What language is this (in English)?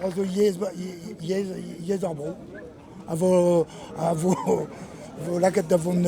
Breton